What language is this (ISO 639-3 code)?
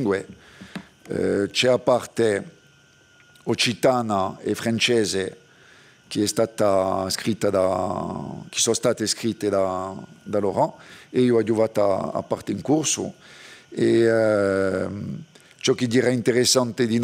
cos